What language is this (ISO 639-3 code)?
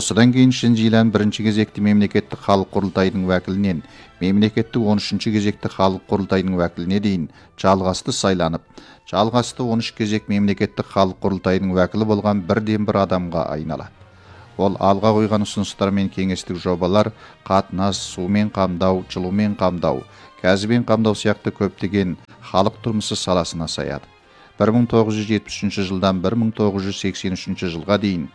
kaz